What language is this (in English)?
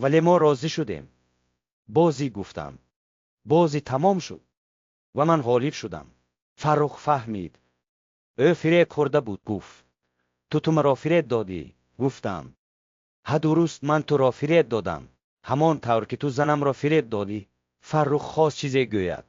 Tajik